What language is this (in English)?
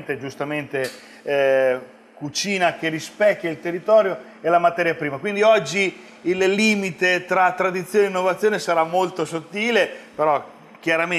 Italian